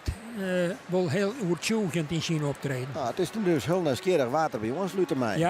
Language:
Western Frisian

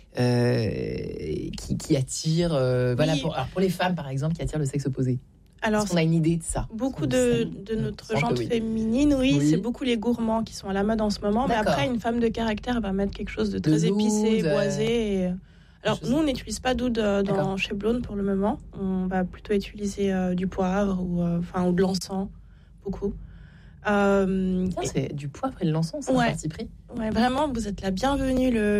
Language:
French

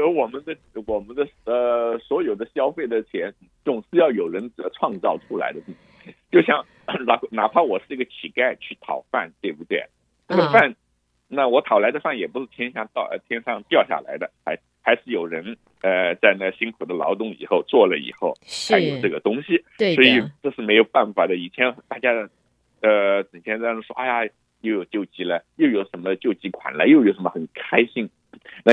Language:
Chinese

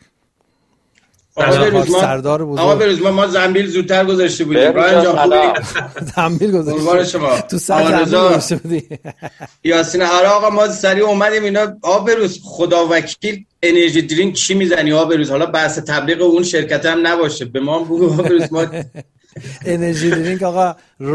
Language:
Persian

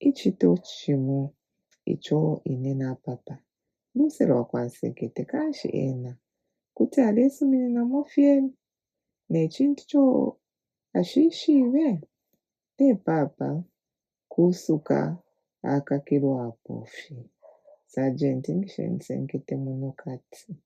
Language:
Bemba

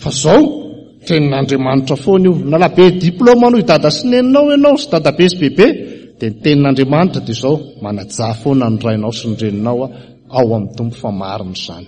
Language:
Malagasy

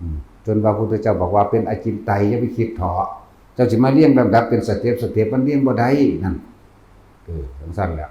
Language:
Northeastern Thai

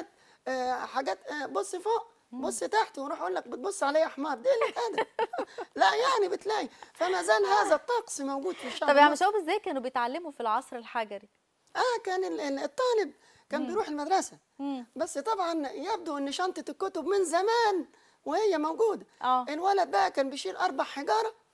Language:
Egyptian Arabic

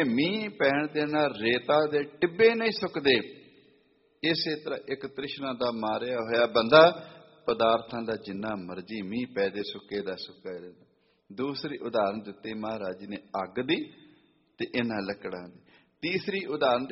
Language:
Punjabi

